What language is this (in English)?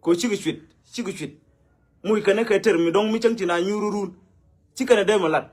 Nuer